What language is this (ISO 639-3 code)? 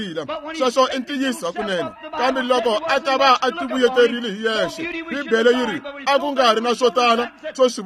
tso